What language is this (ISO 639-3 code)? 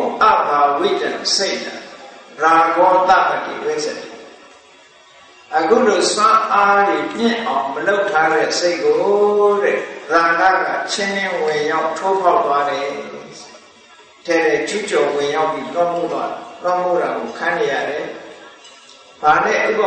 mya